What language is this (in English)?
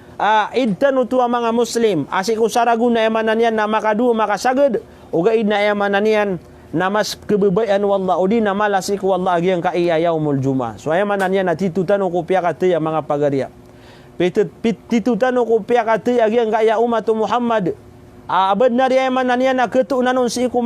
Maranao